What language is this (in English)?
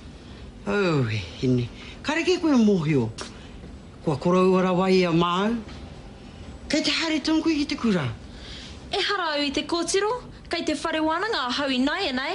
Māori